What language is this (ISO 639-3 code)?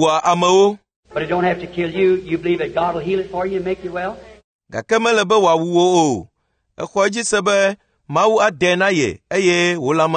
ewe